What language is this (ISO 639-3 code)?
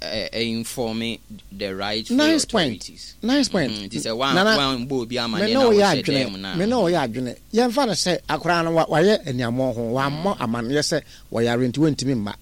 aka